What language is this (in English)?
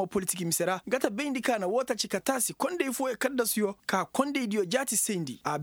Koyraboro Senni